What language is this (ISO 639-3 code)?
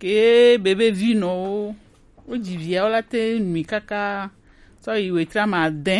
gej